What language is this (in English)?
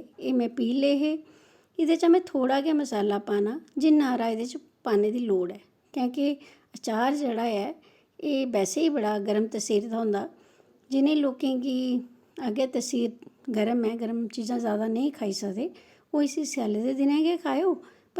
Dogri